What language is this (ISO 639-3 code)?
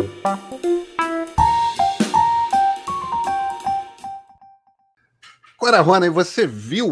por